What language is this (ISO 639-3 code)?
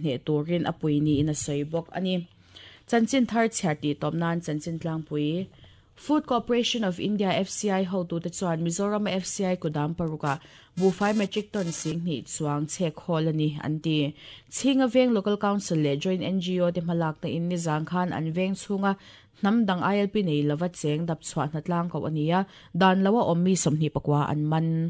lus